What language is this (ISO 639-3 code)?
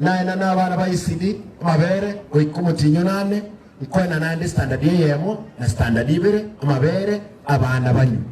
guz